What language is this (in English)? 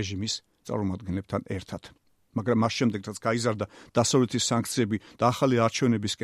Georgian